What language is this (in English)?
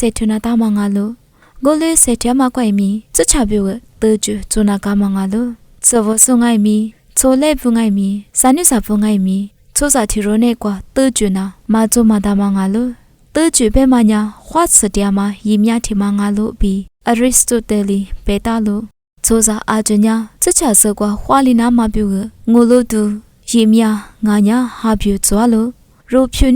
Lisu